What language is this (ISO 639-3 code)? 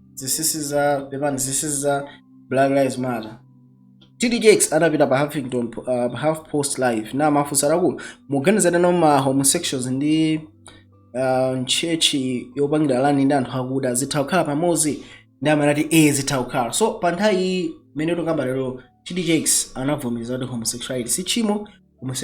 nya